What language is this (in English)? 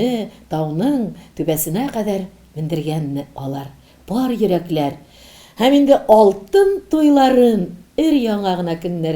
Tatar